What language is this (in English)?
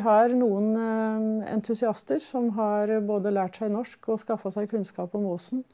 Norwegian